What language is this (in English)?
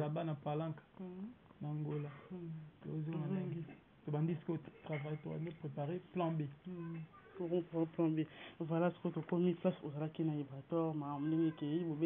Lingala